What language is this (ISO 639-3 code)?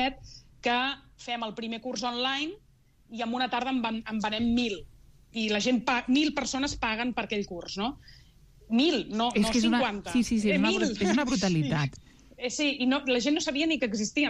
cat